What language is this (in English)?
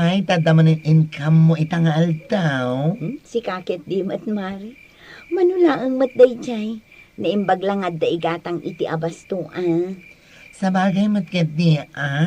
Iloko